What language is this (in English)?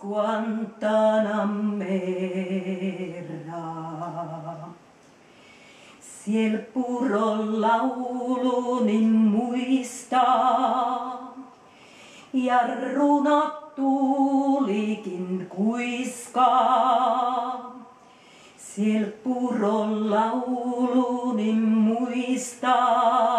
Finnish